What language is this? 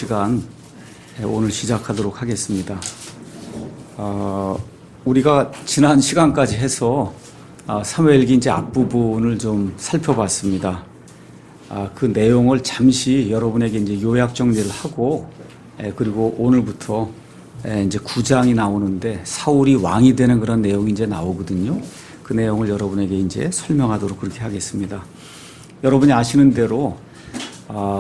Korean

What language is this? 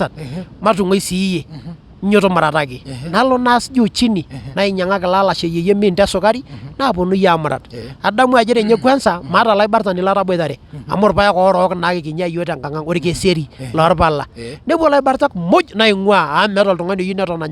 Masai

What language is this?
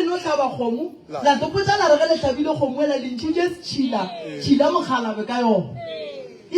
Northern Sotho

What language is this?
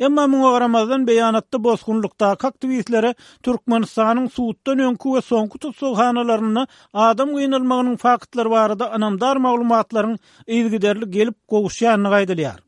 Turkmen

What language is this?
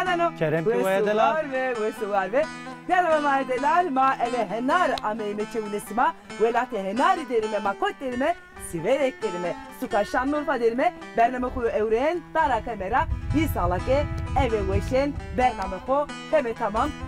Zaza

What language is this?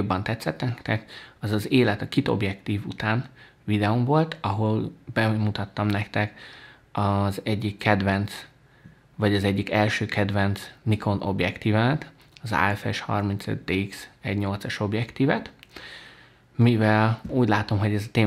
Hungarian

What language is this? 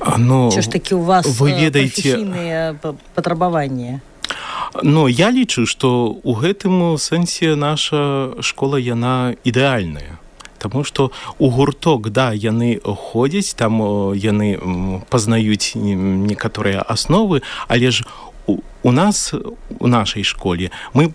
Belarusian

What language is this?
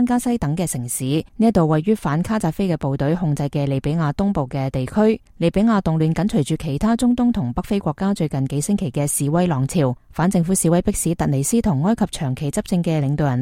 Cantonese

